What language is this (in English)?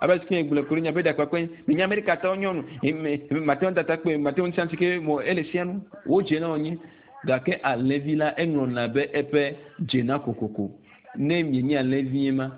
Ewe